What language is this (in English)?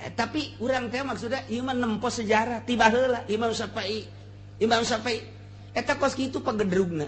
Sundanese